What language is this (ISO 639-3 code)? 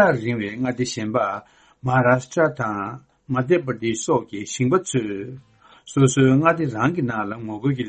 bod